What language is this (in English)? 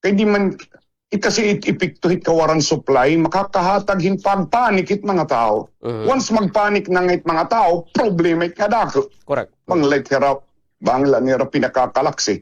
Waray